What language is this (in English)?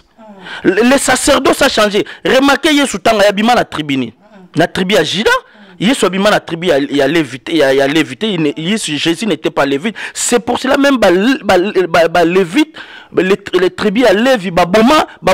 Lingala